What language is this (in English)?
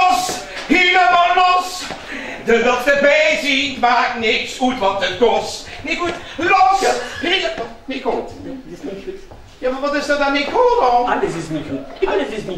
Limburgish